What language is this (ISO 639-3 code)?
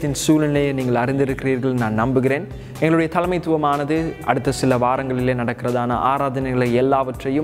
tam